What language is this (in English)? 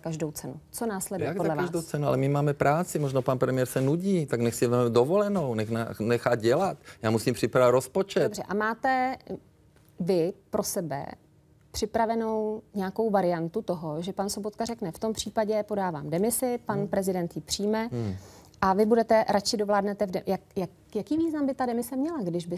Czech